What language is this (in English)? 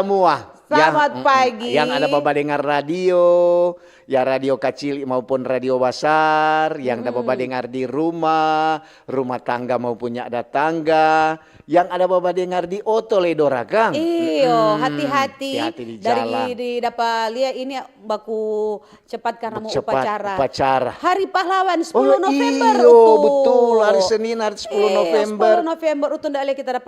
Manado Malay